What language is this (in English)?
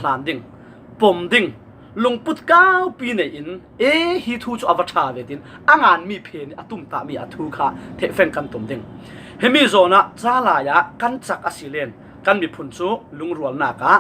Falam Chin